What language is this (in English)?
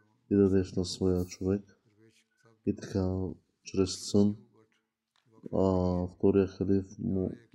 Bulgarian